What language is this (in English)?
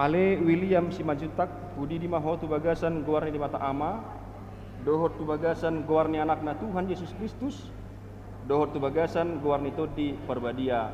Batak Toba